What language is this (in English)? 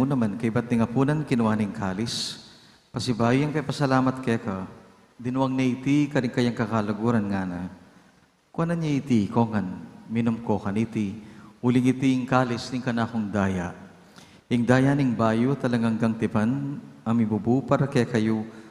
Pampanga